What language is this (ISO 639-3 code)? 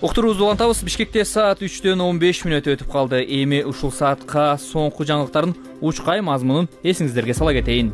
kir